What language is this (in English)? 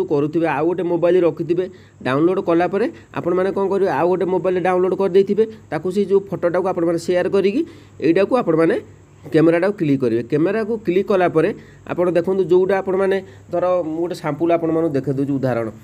Odia